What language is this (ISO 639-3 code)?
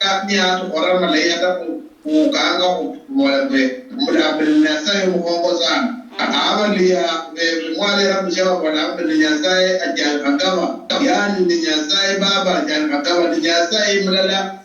luy